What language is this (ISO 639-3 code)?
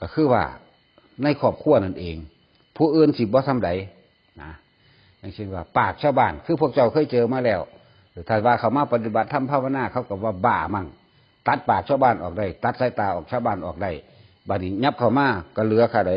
tts